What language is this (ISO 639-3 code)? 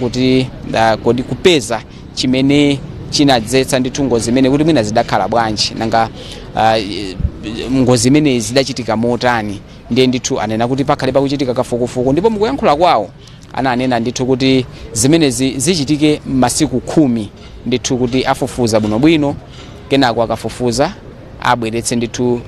nya